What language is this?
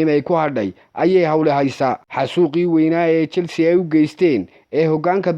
Somali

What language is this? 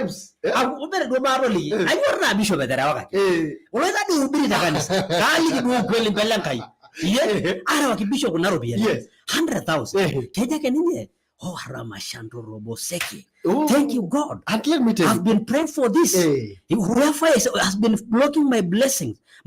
Masai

